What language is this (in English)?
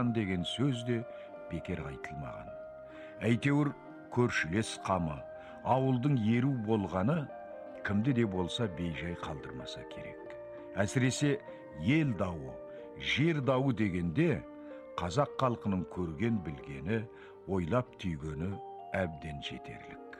Kazakh